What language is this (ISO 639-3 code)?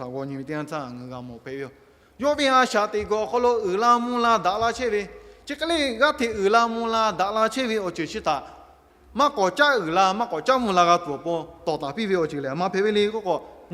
lhu